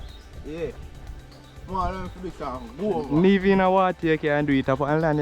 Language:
Jamaican Creole English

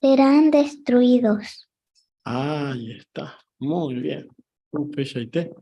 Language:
Guarani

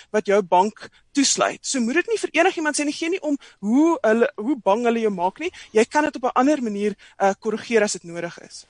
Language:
Afrikaans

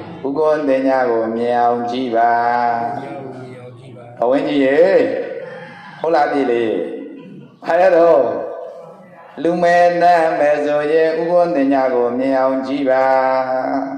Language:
Burmese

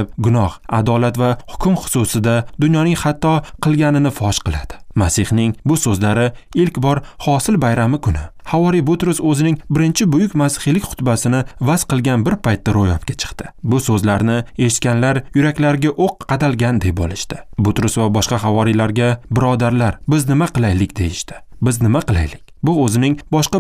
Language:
Uzbek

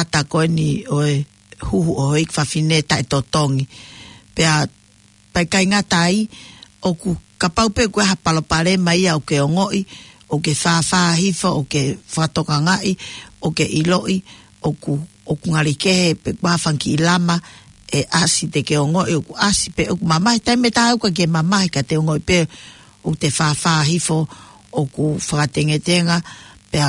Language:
Tongan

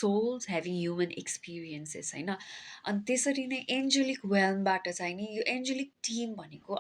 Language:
Nepali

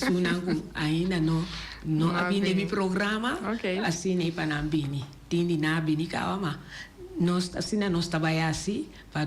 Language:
Papiamento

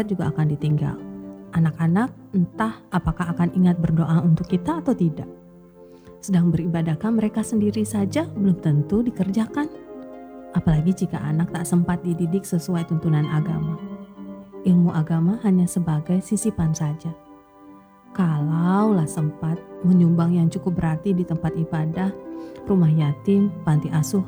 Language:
Indonesian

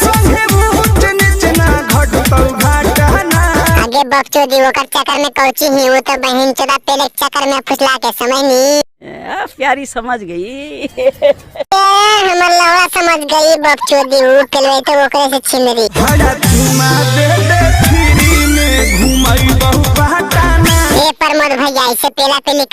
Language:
Magahi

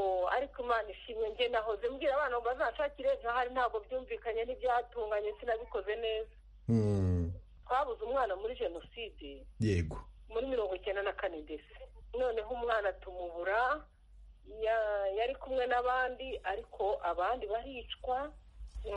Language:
Kinyarwanda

